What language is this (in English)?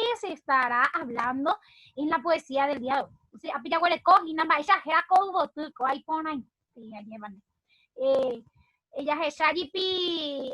Guarani